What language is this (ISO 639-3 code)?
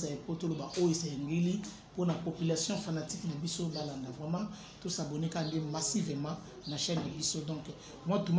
lin